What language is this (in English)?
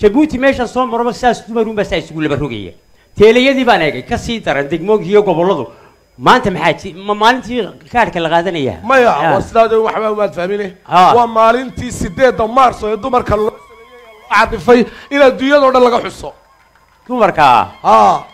Somali